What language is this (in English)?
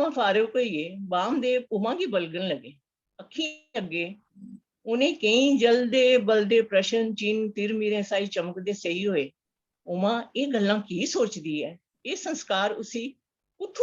Dogri